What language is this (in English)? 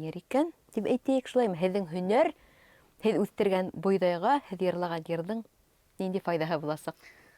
Bashkir